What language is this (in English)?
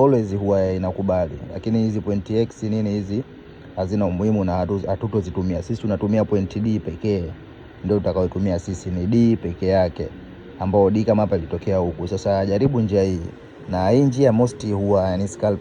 Swahili